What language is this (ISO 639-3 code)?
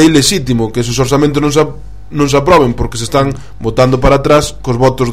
glg